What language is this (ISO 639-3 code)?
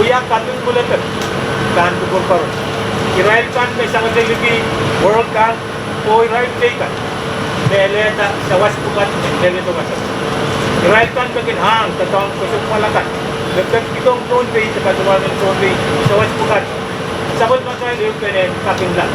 pon